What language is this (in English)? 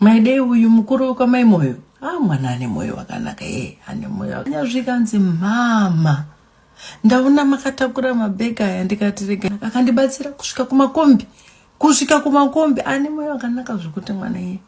Shona